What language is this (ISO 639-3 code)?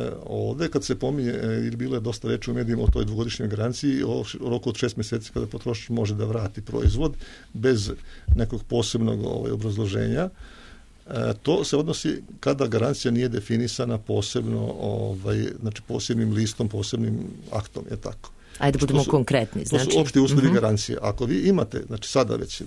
srp